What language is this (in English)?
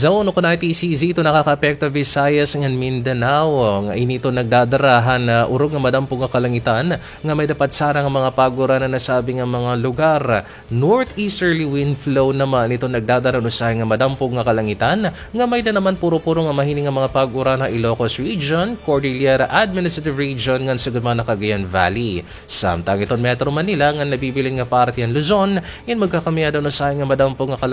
Waray